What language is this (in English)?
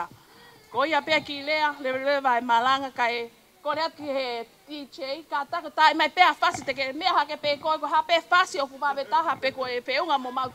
Tongan